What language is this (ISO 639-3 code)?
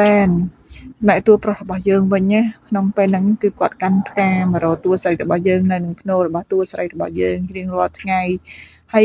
khm